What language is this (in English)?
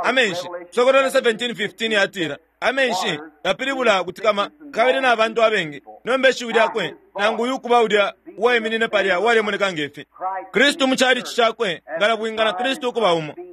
Bemba